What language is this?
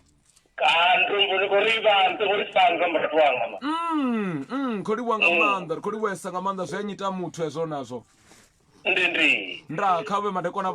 Venda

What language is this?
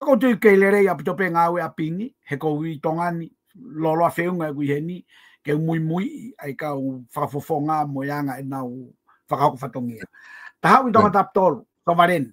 Tongan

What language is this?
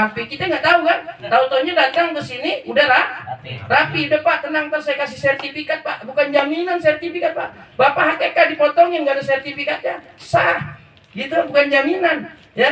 Betawi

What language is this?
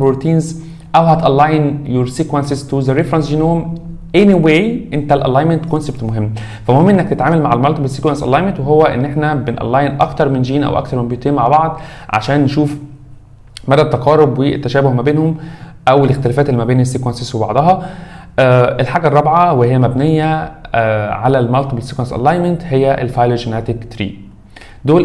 Egyptian Arabic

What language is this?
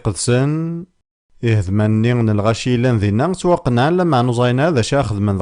Kabyle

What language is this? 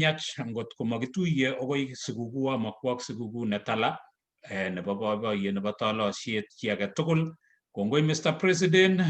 Kalenjin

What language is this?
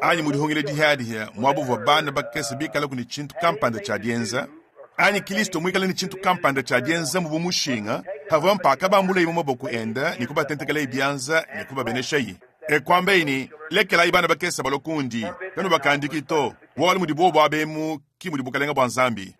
Luba-Lulua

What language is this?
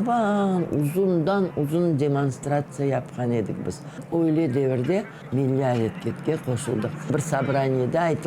Crimean Tatar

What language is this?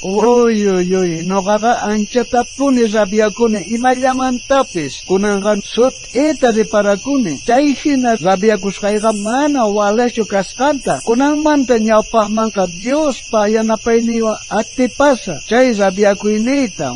South Bolivian Quechua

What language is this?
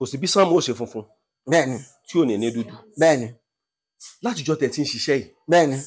Yoruba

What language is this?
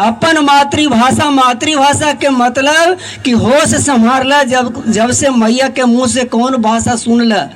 Magahi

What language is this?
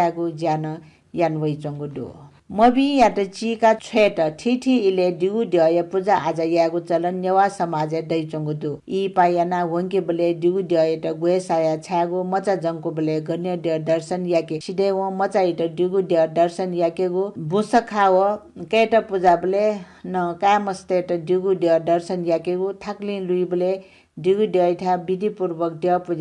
Newari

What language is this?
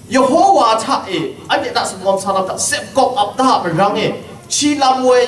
Kachin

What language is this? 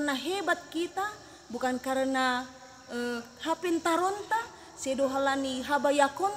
Batak Simalungun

